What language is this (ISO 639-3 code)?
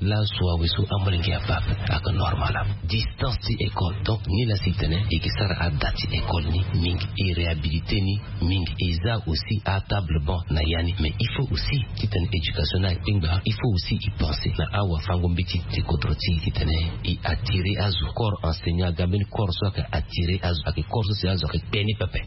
sag